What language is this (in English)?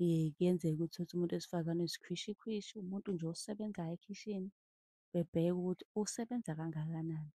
Zulu